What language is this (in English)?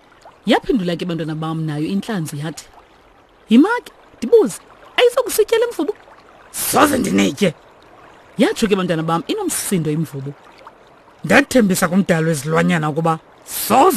Xhosa